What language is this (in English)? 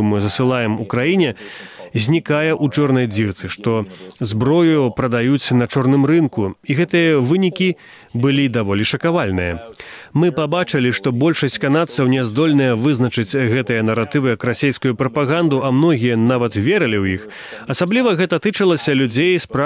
Belarusian